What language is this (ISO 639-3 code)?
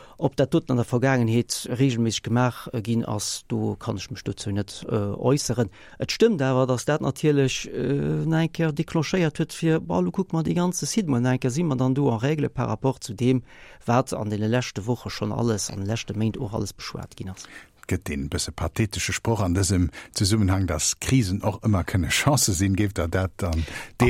ltz